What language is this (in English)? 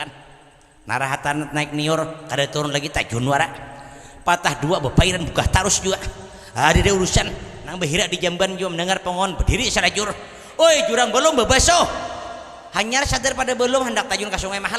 Banjar